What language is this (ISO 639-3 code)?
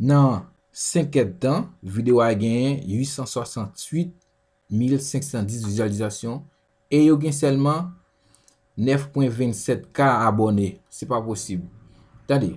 hat